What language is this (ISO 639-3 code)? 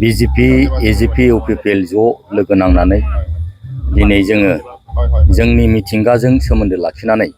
brx